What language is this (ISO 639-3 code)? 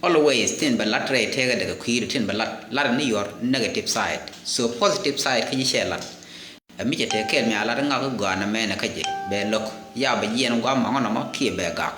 nus